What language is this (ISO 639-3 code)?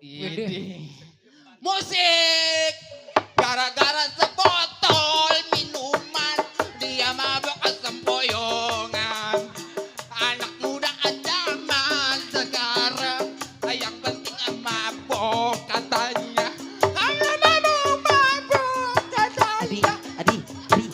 bew